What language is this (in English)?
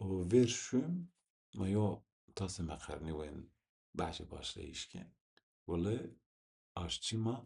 Zaza